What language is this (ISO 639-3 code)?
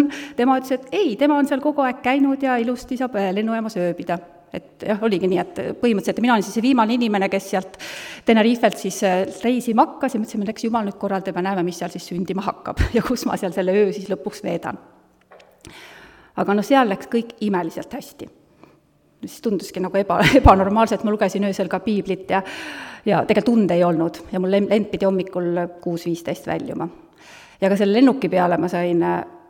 est